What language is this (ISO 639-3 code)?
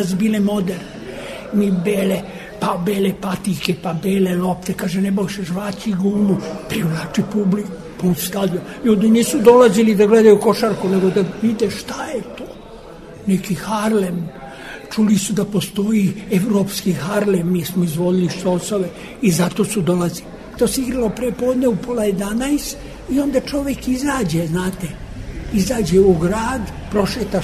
srp